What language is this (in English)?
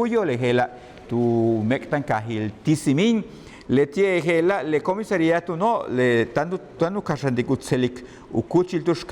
Yucateco